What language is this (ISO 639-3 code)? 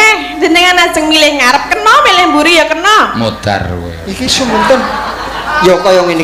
jav